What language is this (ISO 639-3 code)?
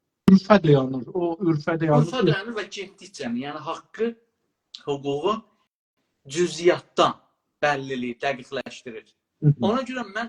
azb